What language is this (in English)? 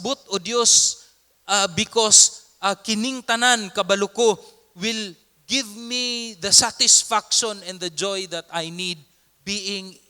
Cebuano